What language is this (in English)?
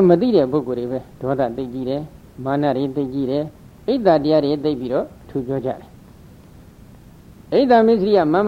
Burmese